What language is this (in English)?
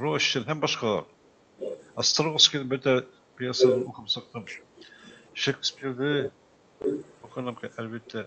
Bashkir